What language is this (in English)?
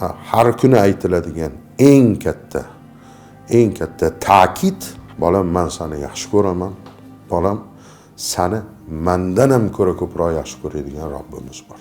Uzbek